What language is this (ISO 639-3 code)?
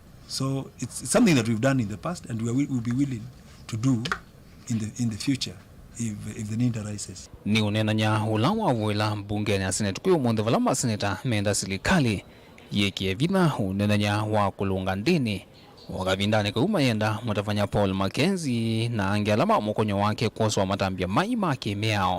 kam